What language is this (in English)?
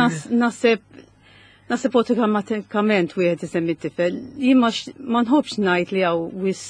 Maltese